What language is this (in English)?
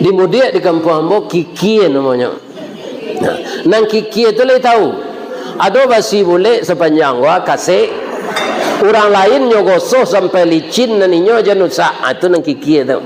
Minangkabau